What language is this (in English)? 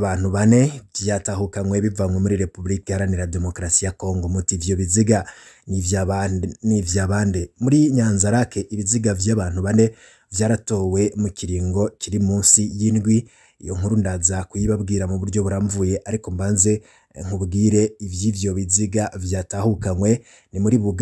Rundi